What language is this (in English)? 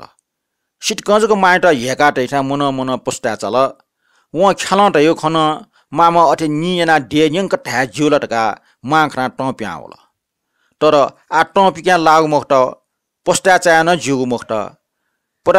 Newari